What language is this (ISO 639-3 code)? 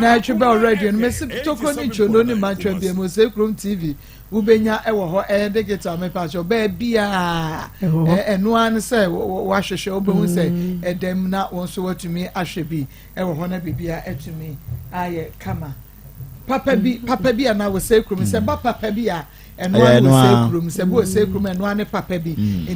aka